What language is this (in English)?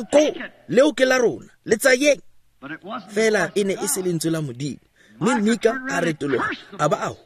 Tswana